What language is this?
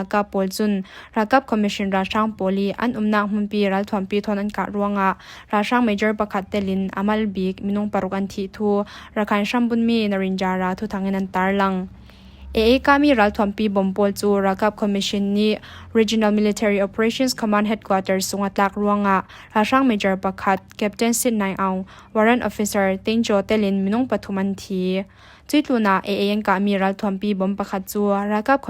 Falam Chin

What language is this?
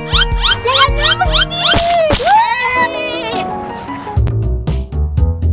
Spanish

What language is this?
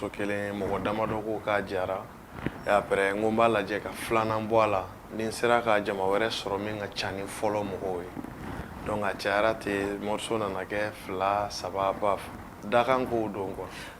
Bambara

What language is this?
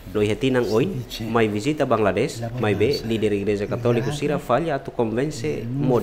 Tetum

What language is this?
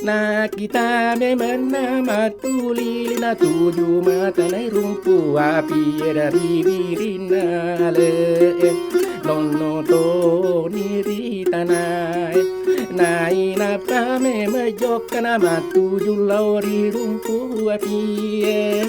Buginese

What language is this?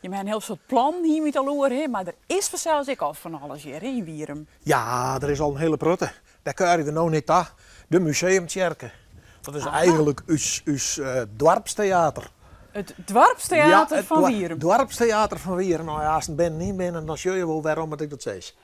Western Frisian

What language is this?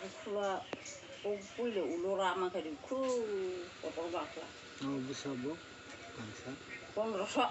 Kok Borok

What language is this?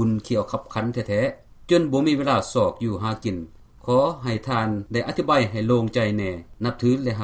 Lao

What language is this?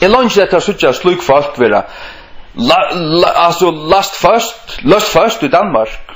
Faroese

